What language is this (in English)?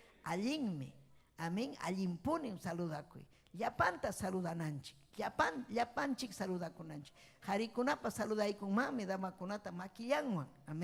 Ayacucho Quechua